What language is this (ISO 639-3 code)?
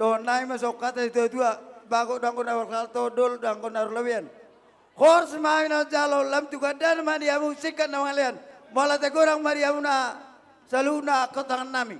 bbc